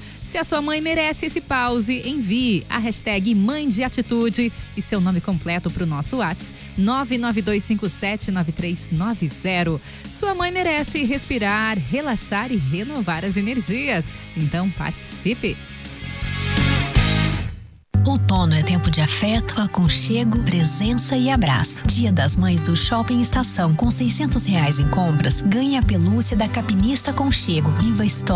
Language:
Portuguese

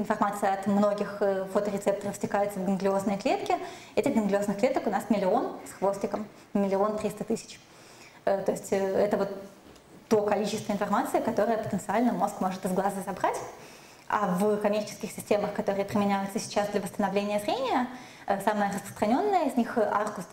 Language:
Russian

